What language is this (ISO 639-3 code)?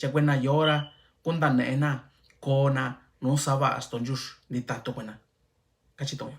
mix